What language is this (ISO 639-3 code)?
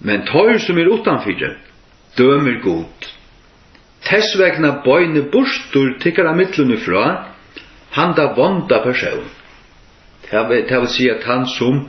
fao